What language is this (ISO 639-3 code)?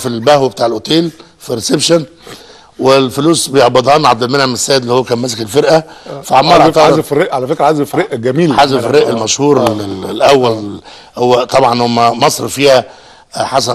arz